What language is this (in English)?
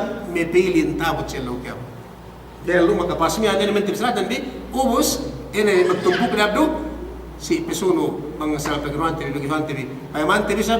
Yakan